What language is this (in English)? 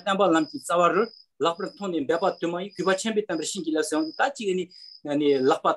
Tibetan